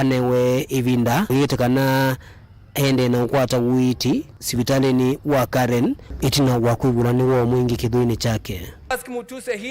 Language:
Kamba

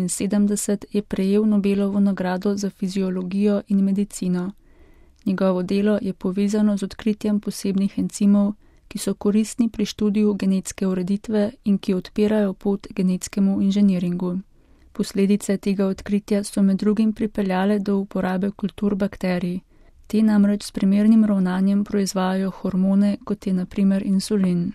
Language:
Slovenian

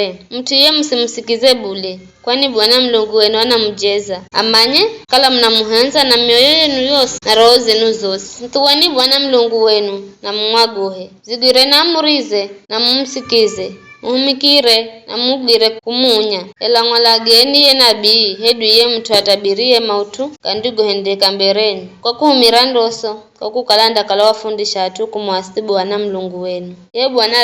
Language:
Giryama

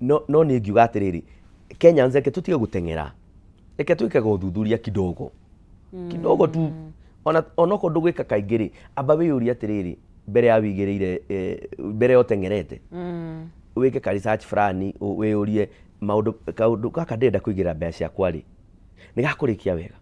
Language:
Kikuyu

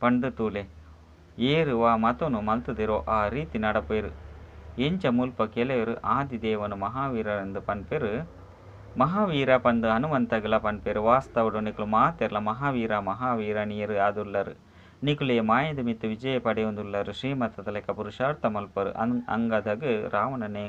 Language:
Tulu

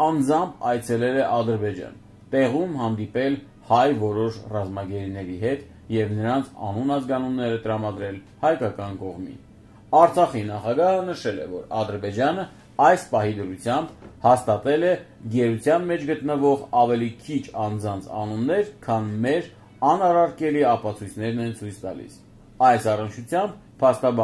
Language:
Armenian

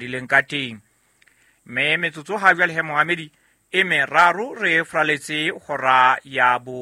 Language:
Southern Sotho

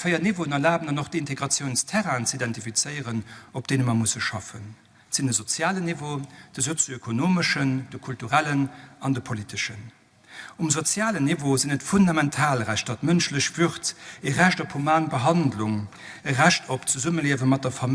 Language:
Luxembourgish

